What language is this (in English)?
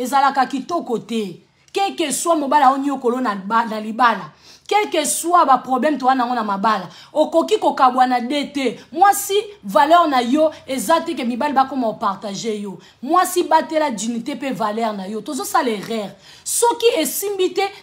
Lingala